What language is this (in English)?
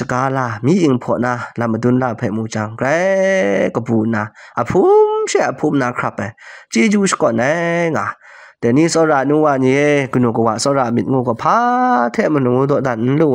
Kachin